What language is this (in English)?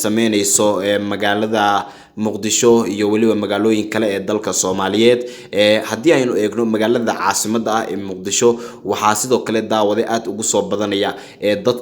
Somali